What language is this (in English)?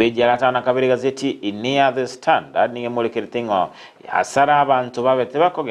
Gusii